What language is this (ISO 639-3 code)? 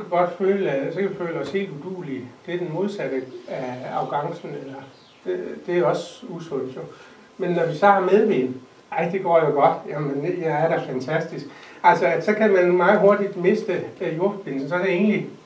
dan